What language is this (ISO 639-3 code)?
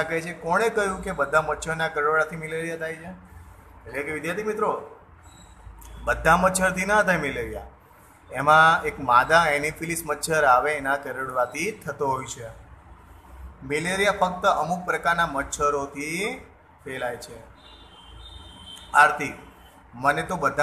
guj